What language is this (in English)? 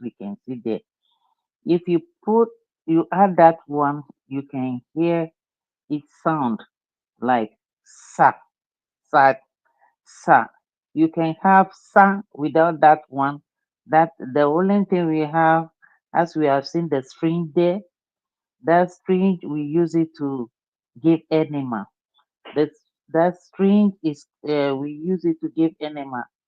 Ewe